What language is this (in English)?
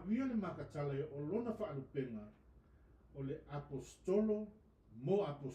Samoan